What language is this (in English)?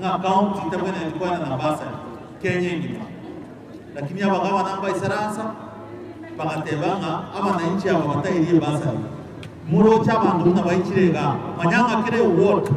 Gusii